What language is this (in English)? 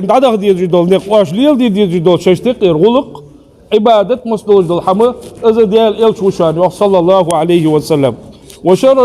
Ingush